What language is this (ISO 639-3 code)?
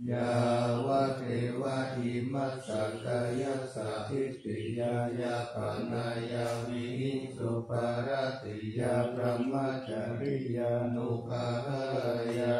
pli